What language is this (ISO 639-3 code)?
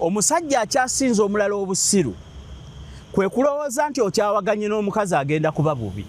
lug